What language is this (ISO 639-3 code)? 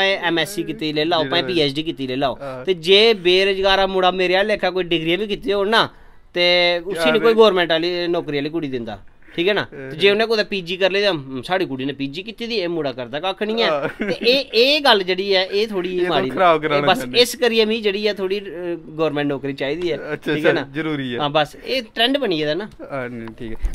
doi